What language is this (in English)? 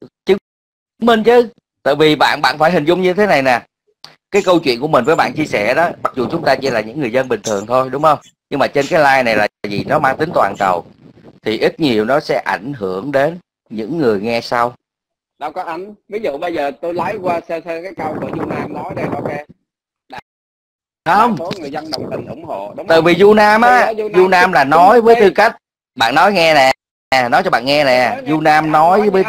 Vietnamese